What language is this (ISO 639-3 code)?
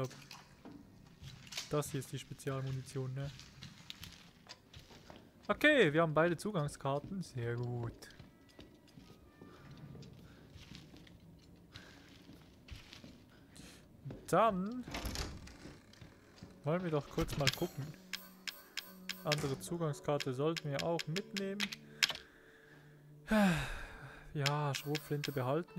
deu